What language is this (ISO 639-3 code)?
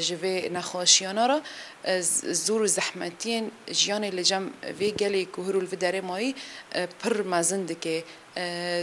kur